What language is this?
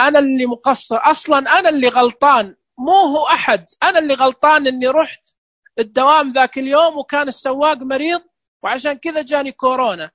Najdi Arabic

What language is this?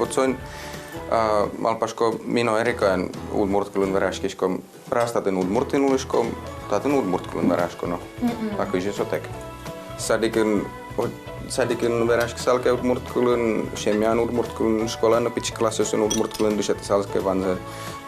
Udmurt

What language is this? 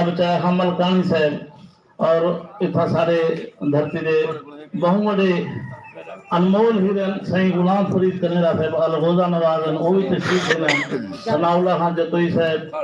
Saraiki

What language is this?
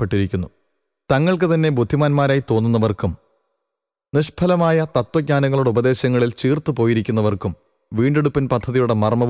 Malayalam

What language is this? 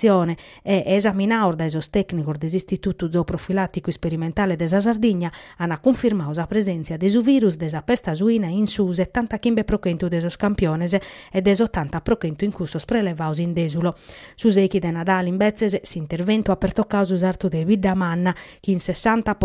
Sardinian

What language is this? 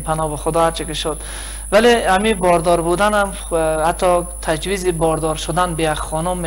Persian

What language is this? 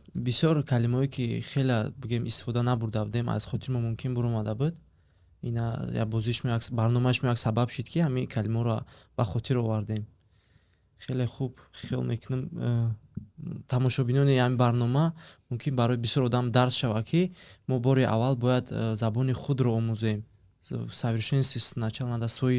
Tajik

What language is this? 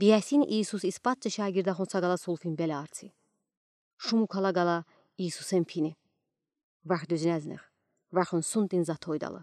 Udi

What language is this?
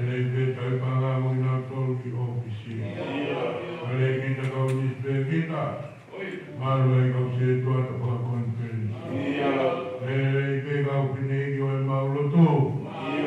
Tongan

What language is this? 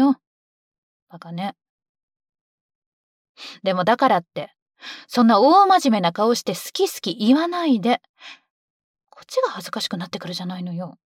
Japanese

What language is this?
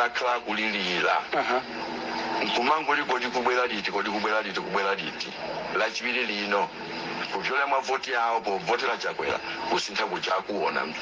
Nyanja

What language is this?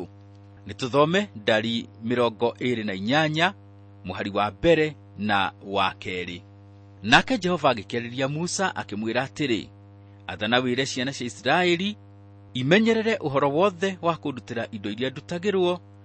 Kikuyu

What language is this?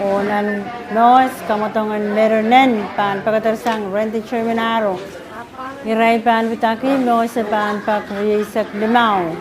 Pohnpeian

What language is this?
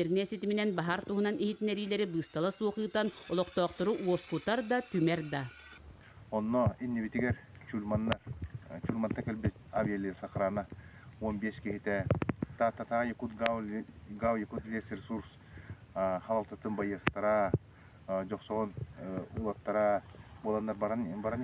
Yakut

